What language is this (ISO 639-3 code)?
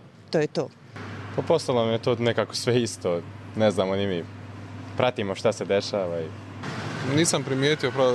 hrv